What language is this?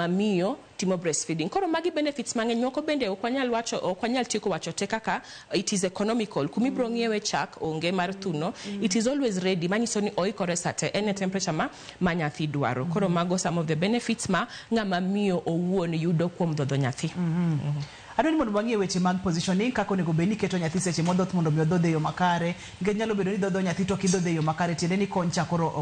Luo (Kenya and Tanzania)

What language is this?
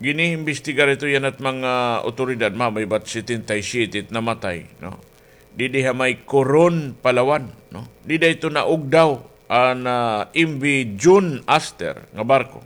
Waray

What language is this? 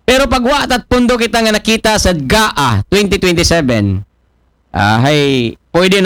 Aklanon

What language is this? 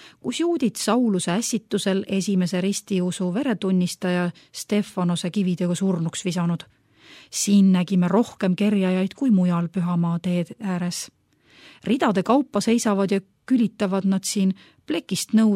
Estonian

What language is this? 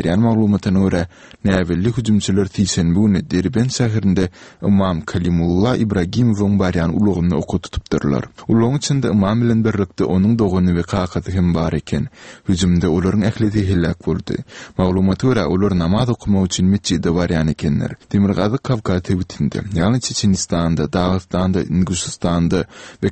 Turkmen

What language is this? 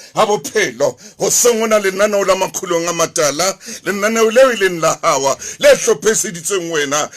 Southern Sotho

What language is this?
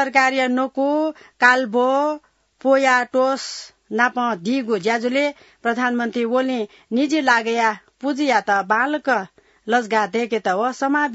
Newari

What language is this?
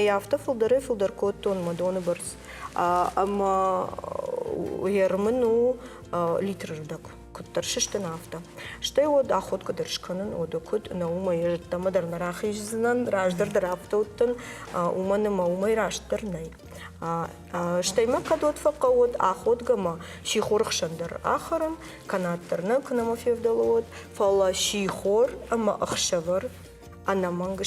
Ossetic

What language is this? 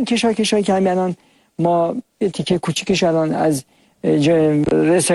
Persian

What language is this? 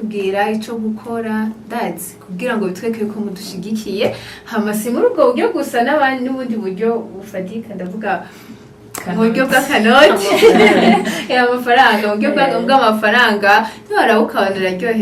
Rundi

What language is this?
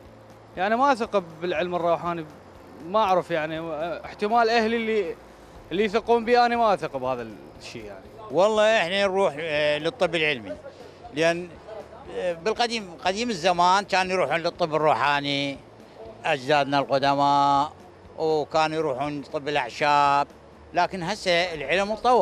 Mesopotamian Arabic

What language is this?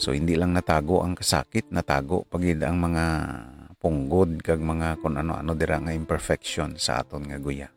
Hiligaynon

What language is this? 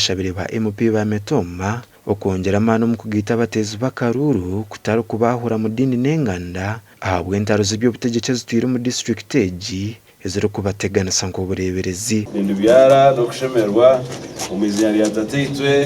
Nyankole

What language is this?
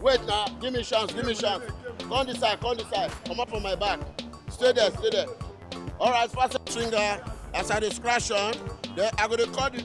Nigerian Pidgin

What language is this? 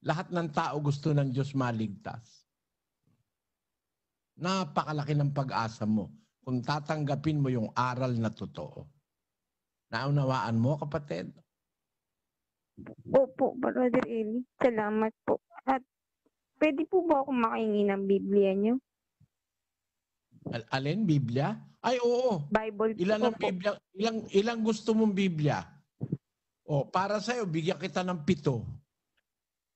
Filipino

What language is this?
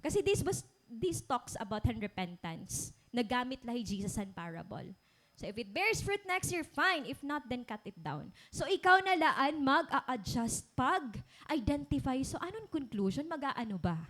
Waray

